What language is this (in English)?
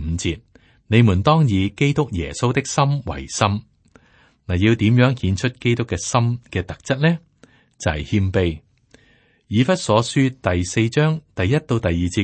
Cantonese